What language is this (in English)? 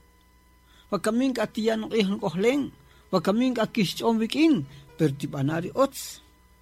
Kaqchikel